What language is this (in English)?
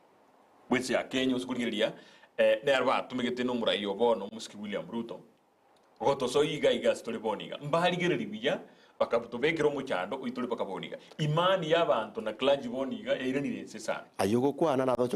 Gusii